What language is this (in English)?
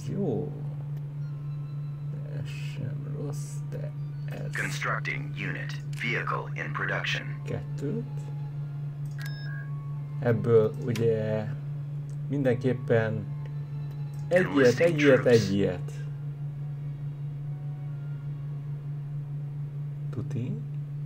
Hungarian